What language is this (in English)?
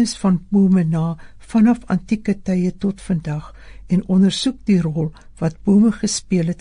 Afrikaans